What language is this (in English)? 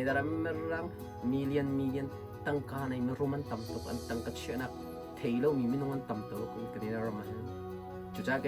Hakha Chin